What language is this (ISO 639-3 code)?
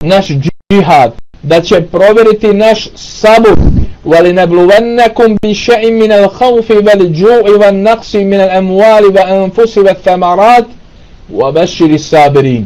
bos